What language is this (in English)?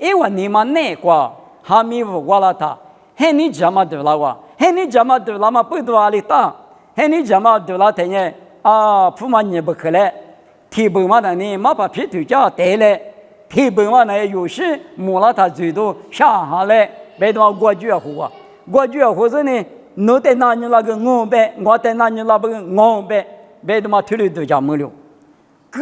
Lisu